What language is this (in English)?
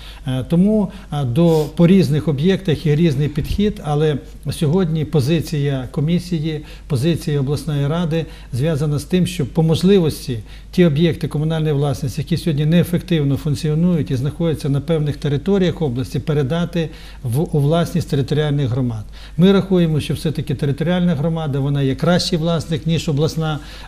Ukrainian